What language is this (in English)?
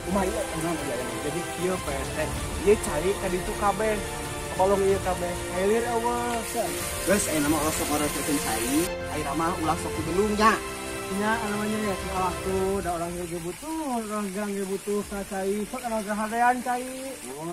Sundanese